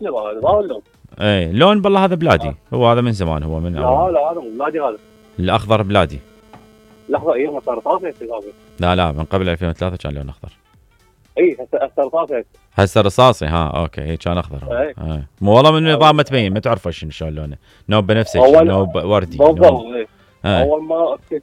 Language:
Mesopotamian Arabic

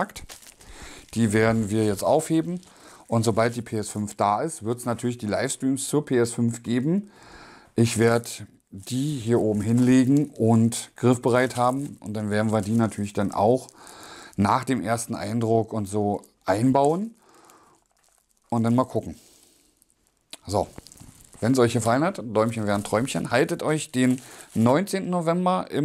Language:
German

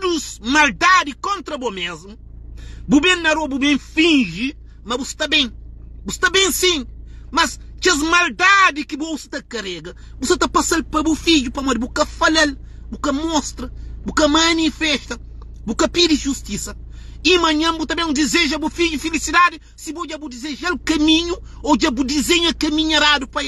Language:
Kabuverdianu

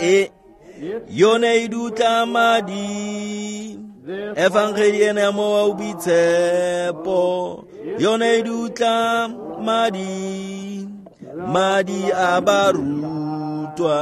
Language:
Tswana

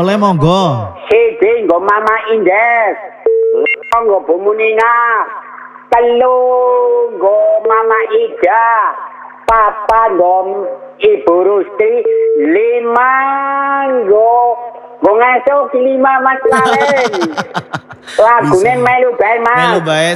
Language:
Indonesian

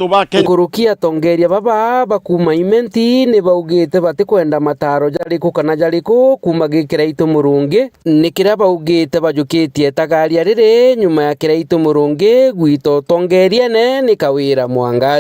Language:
Meru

